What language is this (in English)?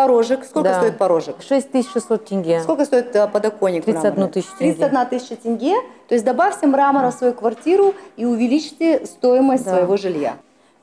Russian